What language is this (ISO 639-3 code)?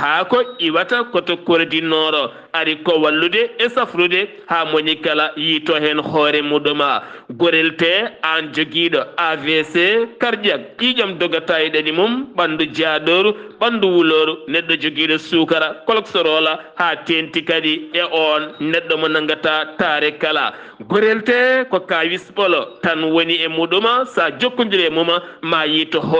ful